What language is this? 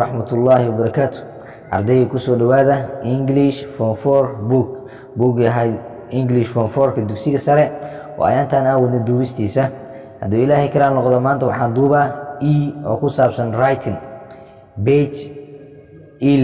Somali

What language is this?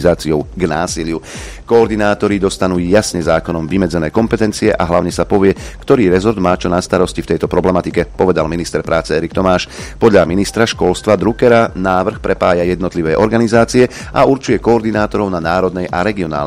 Slovak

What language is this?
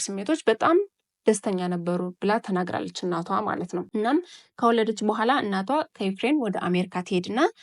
Amharic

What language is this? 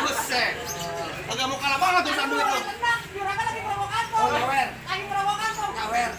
Betawi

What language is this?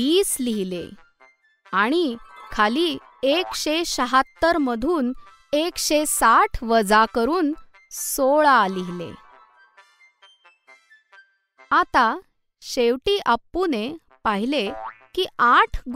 Marathi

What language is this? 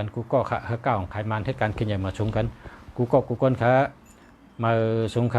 Shan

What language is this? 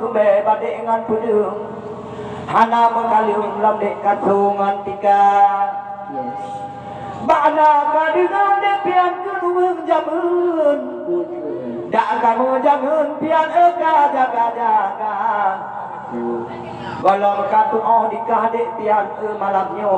Achinese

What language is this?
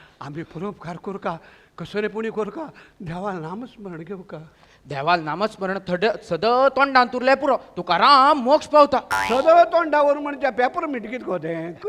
Konkani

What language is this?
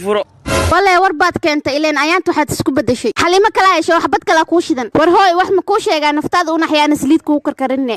Somali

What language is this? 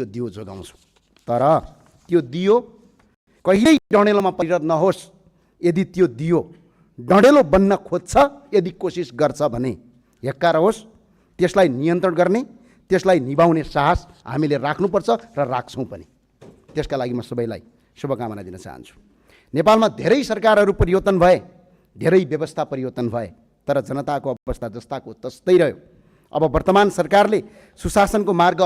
Nepali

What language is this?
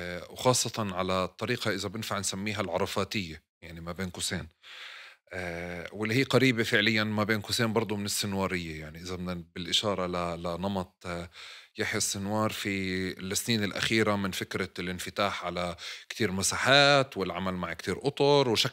North Levantine Arabic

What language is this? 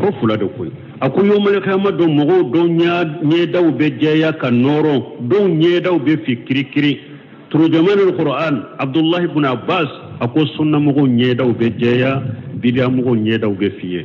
Bambara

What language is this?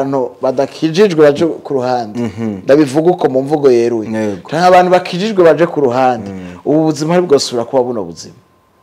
Rundi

